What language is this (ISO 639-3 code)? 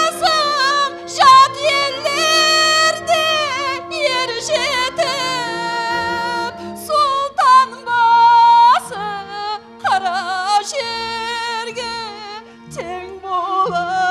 kaa